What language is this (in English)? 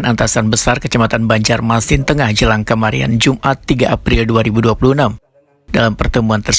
Banjar